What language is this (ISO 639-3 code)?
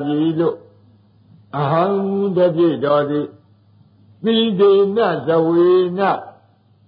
mya